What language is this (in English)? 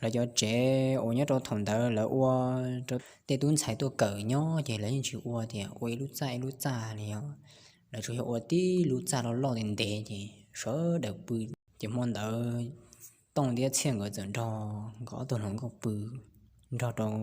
Hmong